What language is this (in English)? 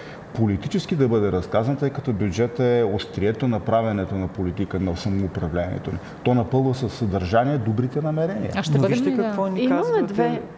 Bulgarian